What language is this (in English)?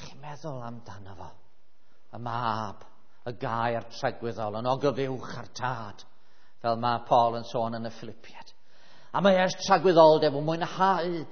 Welsh